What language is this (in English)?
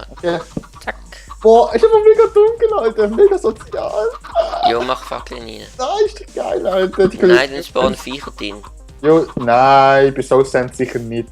Swiss German